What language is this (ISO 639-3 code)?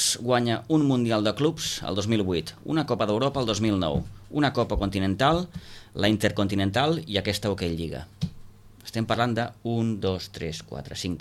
cat